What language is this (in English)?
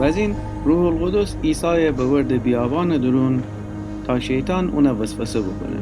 Gilaki